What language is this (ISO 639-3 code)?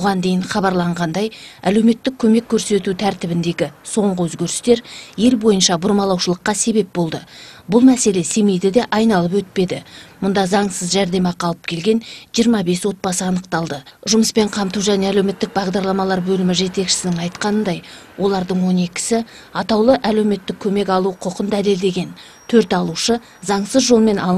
kaz